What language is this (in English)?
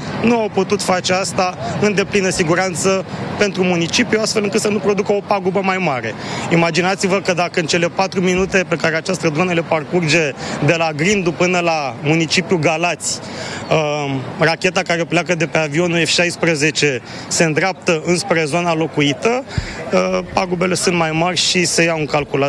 Romanian